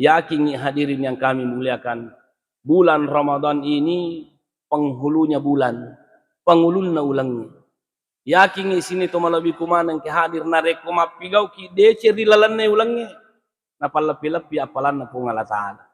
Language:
Buginese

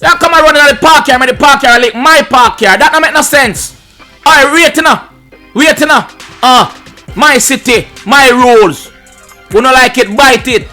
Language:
Jamaican Creole English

